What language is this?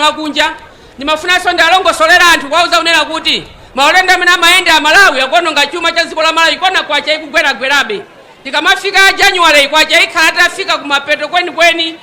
Nyanja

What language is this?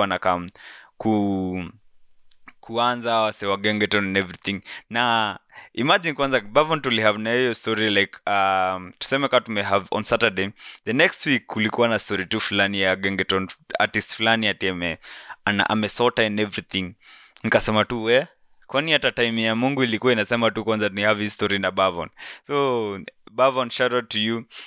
Swahili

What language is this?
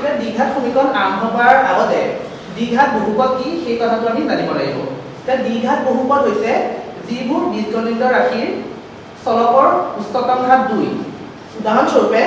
Assamese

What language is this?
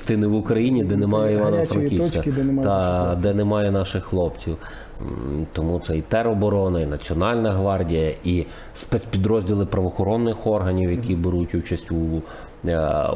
Ukrainian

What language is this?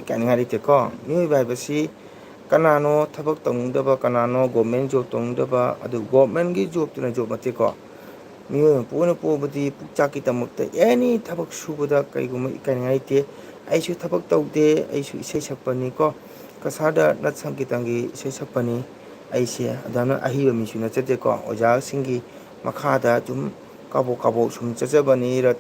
Manipuri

